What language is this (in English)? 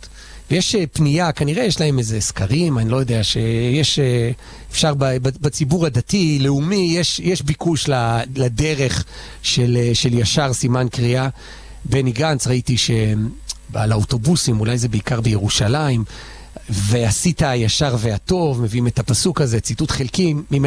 Hebrew